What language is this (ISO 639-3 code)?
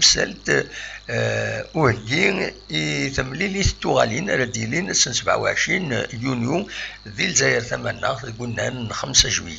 kab